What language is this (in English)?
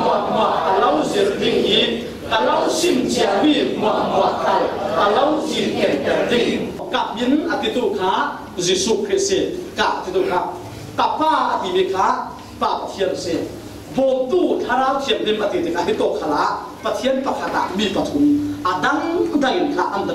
Falam Chin